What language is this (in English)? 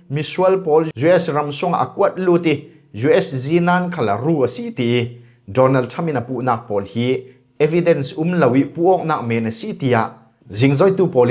Falam Chin